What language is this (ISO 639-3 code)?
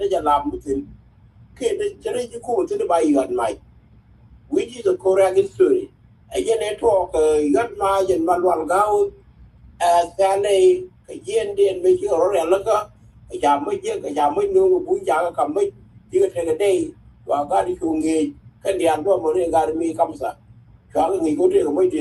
nus